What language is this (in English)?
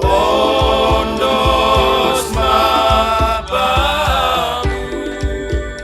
Batak Simalungun